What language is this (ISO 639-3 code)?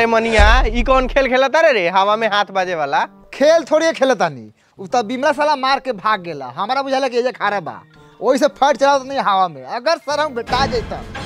bho